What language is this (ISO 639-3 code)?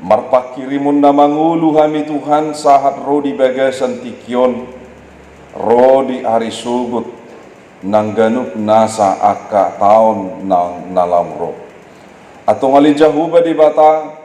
bbc